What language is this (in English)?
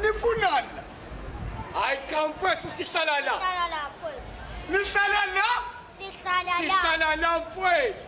Zulu